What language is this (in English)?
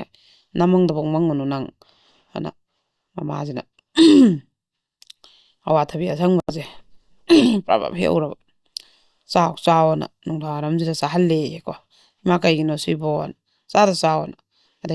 Manipuri